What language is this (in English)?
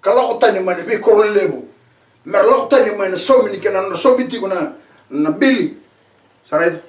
Fijian